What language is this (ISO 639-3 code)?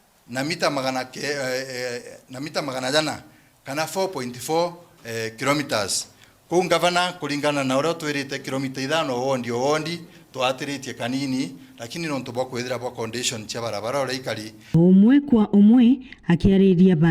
mer